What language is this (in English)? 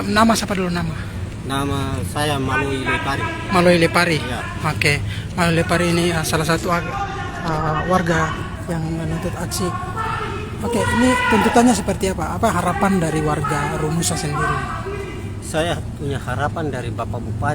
Ambonese Malay